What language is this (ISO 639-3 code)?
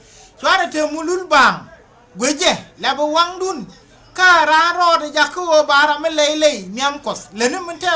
nus